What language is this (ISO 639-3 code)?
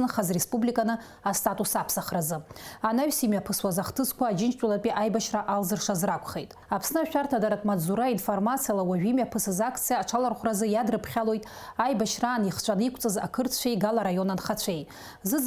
abk